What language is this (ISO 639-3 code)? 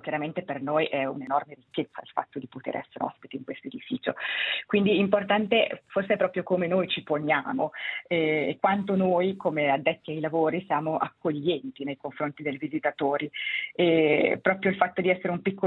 ita